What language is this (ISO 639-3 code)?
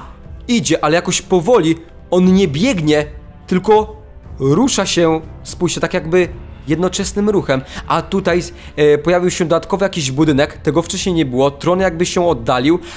pol